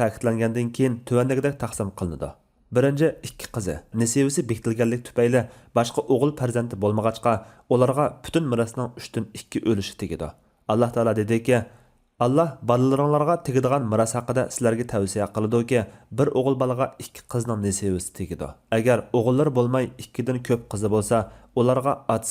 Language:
Uyghur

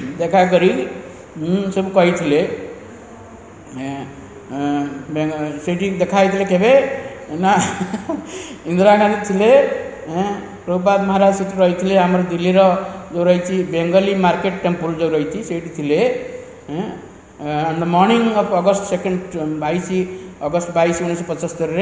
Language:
Odia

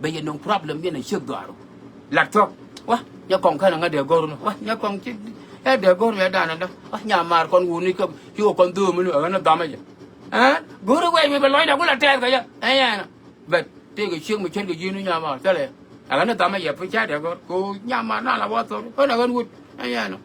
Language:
Nuer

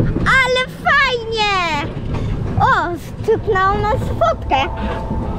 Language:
Polish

